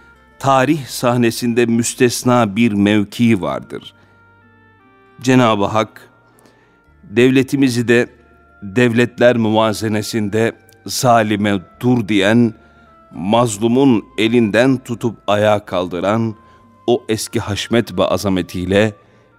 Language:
Turkish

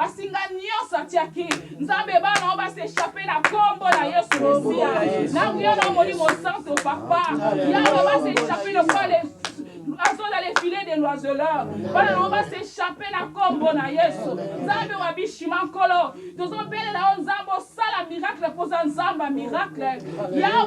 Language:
Lingala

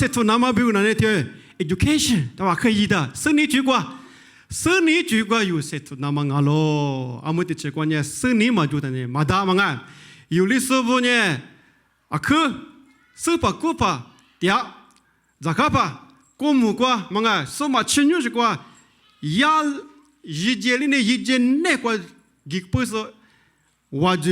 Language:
Lisu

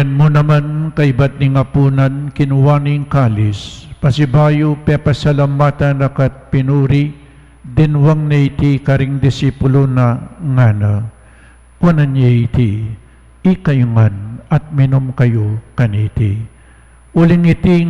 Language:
Pampanga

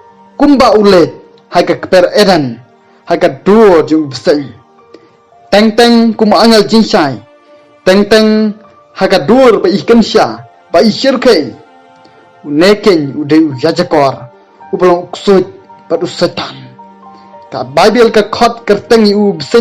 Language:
Khasi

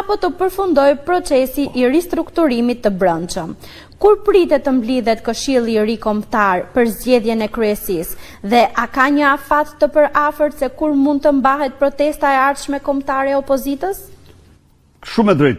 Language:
Albanian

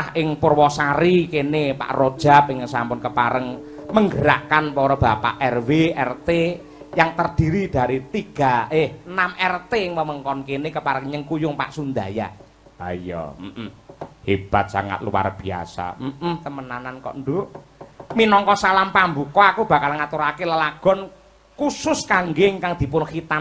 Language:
Javanese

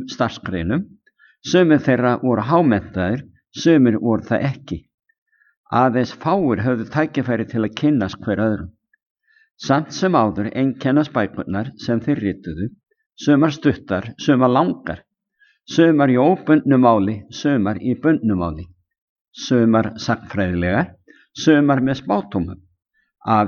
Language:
Icelandic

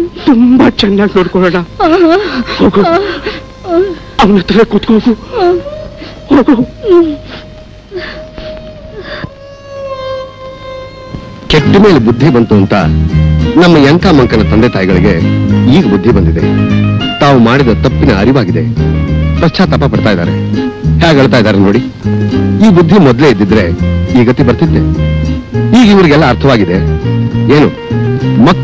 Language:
Kannada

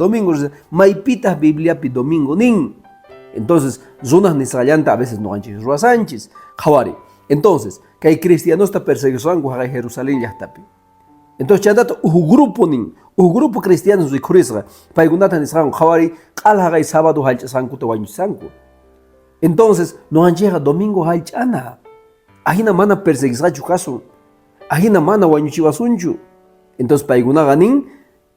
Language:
Quechua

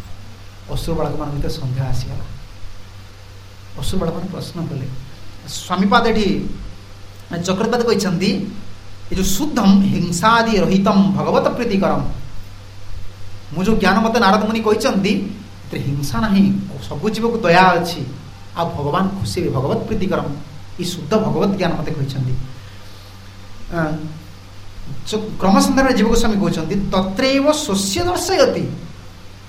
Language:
Odia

